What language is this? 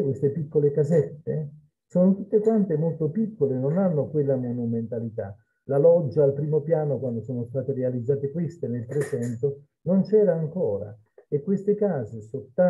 Italian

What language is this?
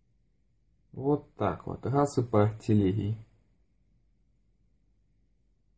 Russian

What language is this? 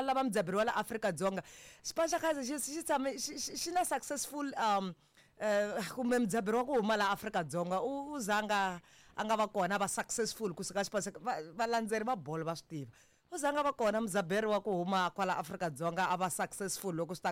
Tsonga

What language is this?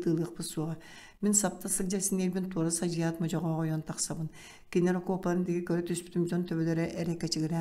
Yakut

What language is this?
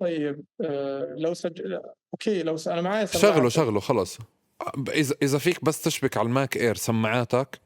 North Levantine Arabic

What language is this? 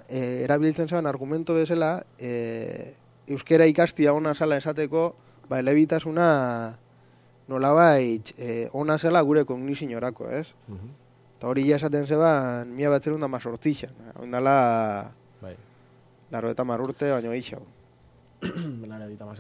Basque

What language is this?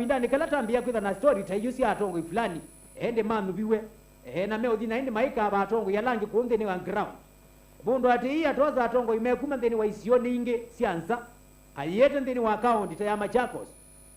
Kamba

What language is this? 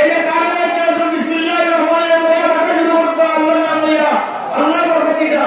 Sylheti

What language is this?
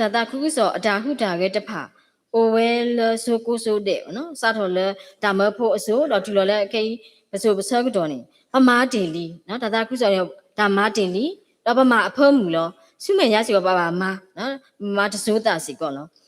S'gaw Karen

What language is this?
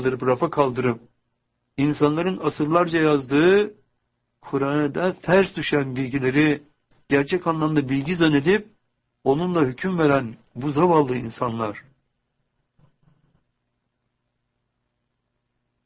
Turkish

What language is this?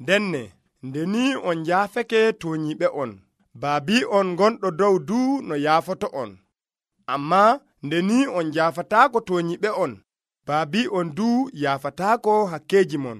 Nigerian Fulfulde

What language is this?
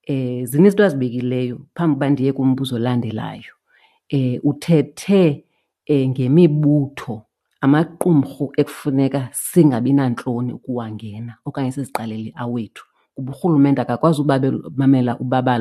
Xhosa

